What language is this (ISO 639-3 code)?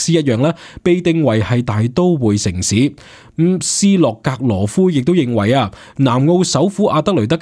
yue